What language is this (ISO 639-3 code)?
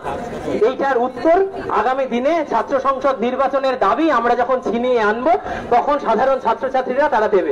ben